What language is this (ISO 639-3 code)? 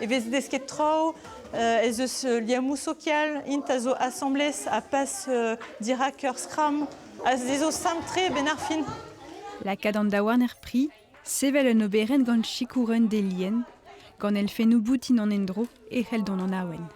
bre